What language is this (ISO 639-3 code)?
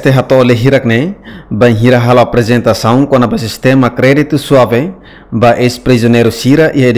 tet